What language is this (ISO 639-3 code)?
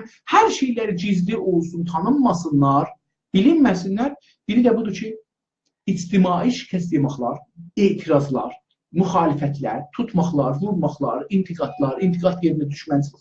azb